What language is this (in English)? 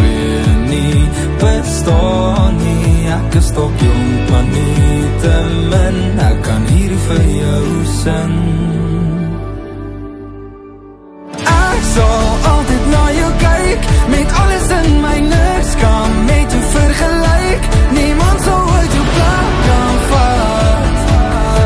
Afrikaans